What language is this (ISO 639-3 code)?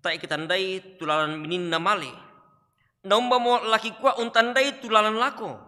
sda